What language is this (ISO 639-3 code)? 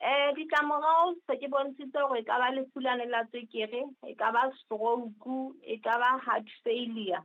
sot